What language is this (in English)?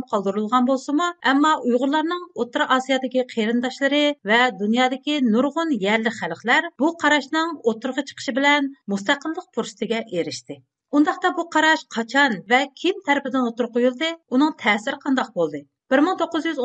Uyghur